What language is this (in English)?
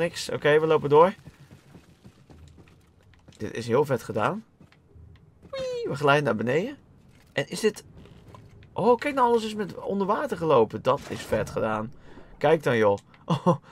Dutch